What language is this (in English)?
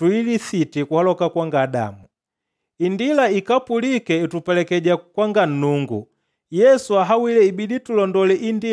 Makonde